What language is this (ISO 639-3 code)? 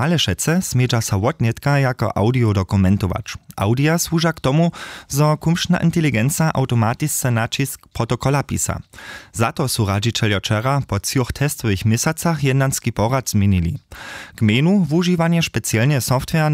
hsb